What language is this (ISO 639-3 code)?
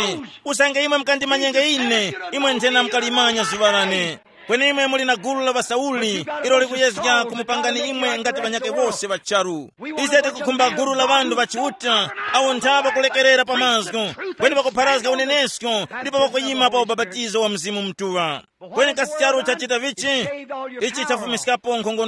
tum